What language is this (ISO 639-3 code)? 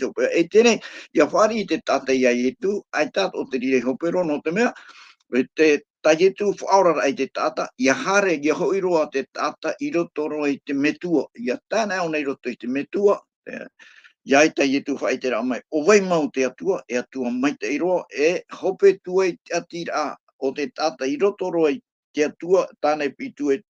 tah